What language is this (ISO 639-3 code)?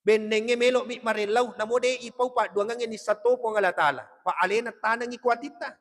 bug